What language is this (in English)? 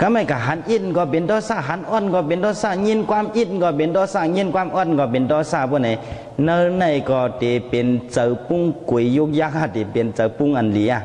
Shan